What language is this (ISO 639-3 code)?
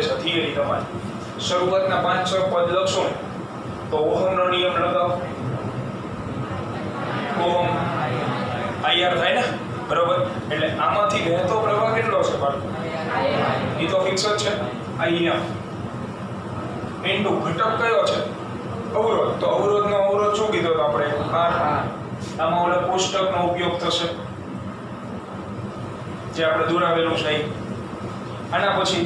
guj